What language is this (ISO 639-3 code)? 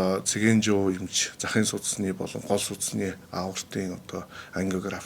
mon